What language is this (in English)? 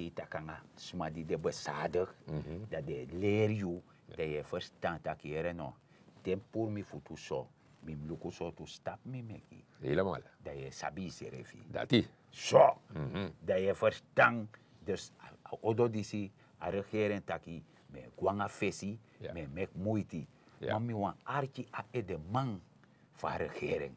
Sranan Tongo